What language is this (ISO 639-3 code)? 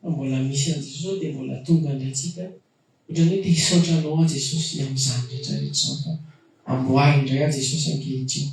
mlg